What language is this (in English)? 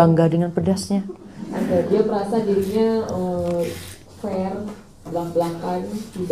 Indonesian